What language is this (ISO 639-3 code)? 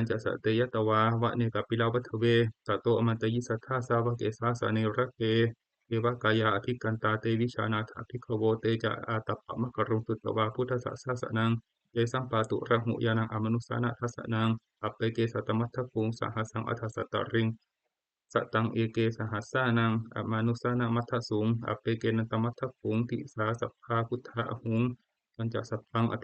pli